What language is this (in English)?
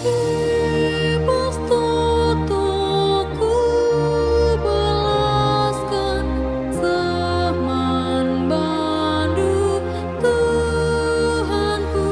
Batak Karo